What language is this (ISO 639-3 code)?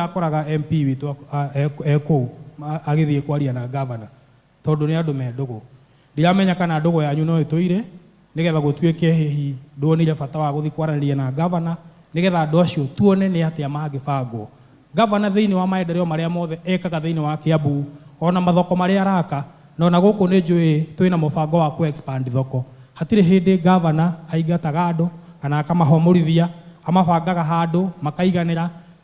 kik